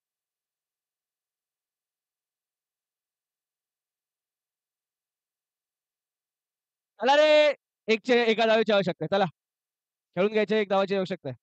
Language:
Marathi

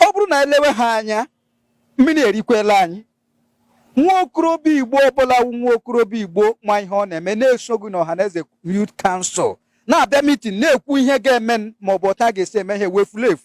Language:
Igbo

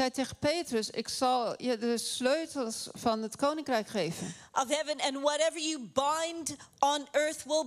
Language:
Dutch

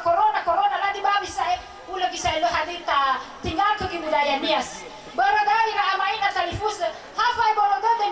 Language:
Nias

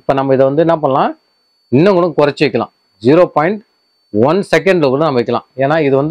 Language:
Tamil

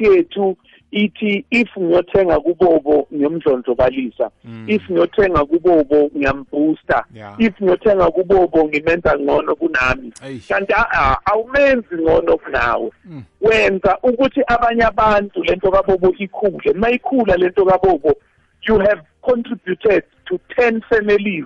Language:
South Ndebele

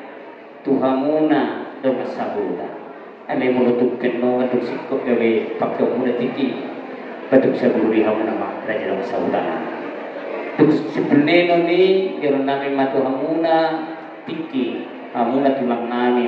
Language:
Batak Toba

